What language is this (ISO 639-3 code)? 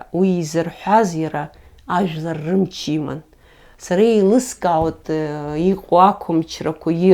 abk